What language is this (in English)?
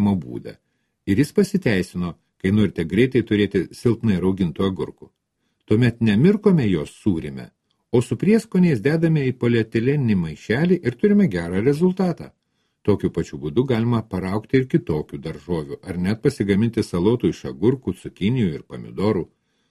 Lithuanian